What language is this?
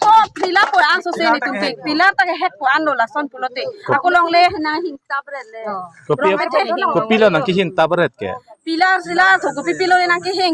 Karbi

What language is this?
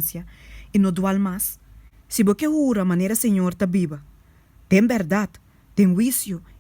Papiamento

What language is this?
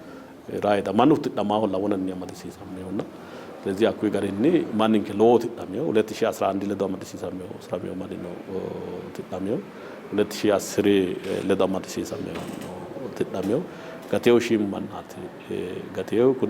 Sidamo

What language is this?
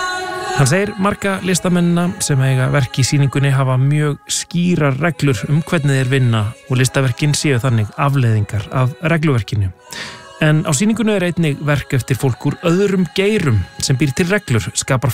Icelandic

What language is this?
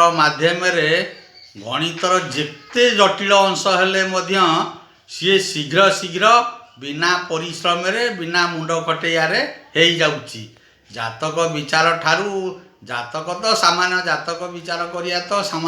Odia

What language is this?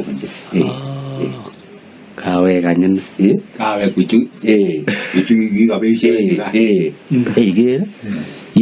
Kalenjin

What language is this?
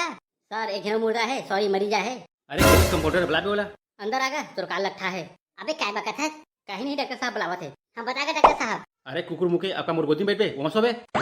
Chhattisgarhi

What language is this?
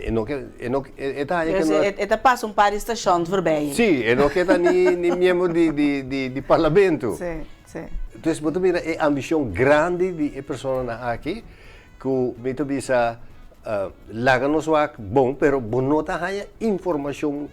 Papiamento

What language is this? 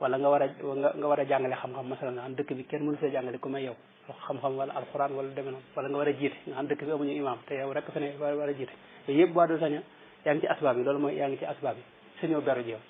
Wolof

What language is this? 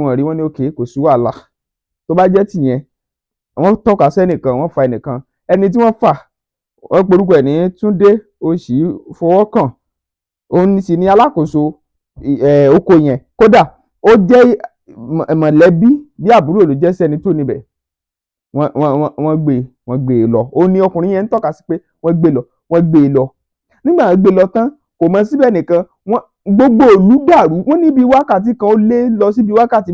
Yoruba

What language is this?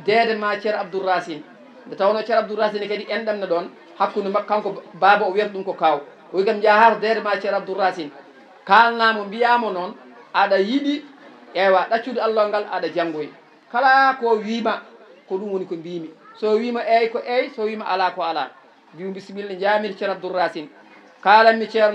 Fula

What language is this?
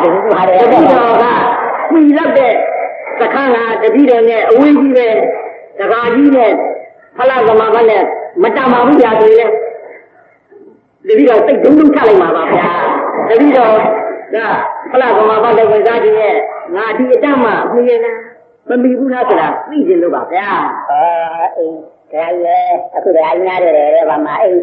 Burmese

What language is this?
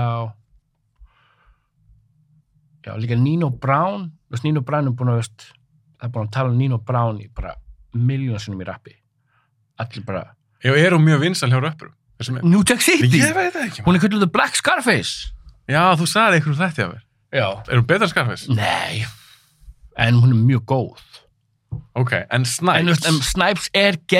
Icelandic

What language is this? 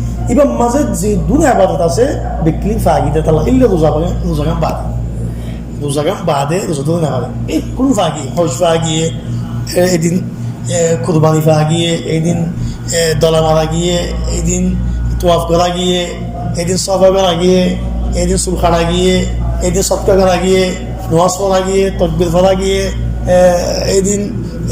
Rohingya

